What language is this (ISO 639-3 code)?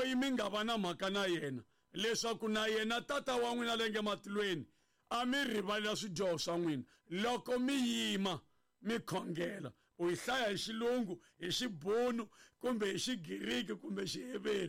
tso